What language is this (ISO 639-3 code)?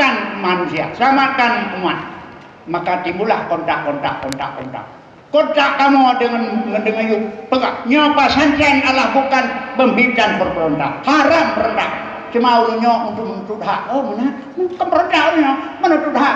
ace